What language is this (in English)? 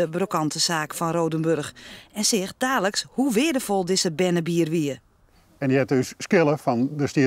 Western Frisian